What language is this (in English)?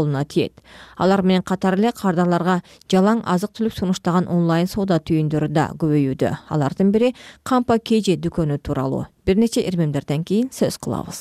Kyrgyz